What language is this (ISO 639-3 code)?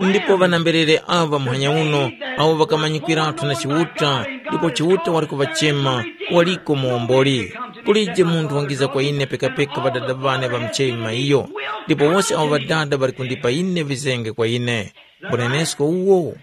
tum